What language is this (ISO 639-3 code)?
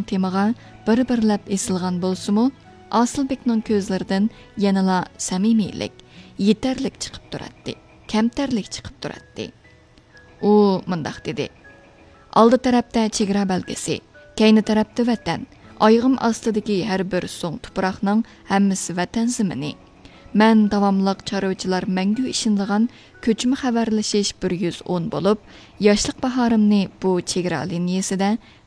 uig